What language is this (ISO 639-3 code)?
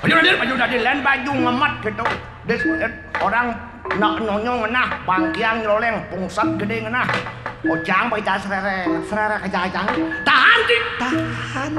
ban